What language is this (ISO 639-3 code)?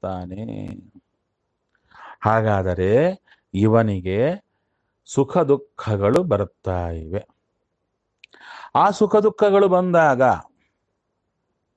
kan